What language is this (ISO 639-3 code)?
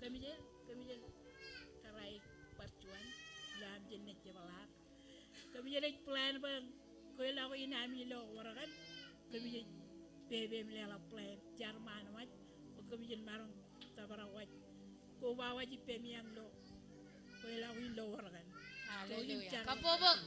mah